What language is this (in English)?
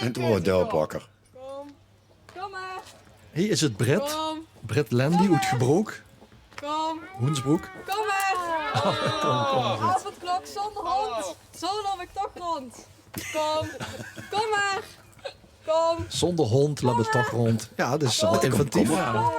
Limburgish